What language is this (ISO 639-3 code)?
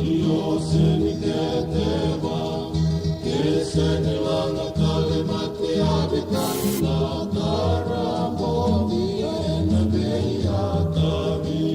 fij